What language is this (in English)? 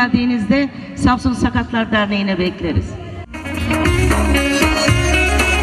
Turkish